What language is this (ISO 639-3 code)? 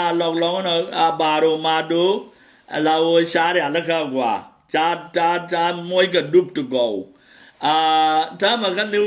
nus